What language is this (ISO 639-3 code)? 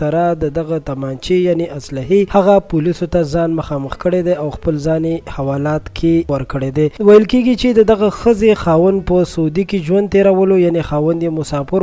pus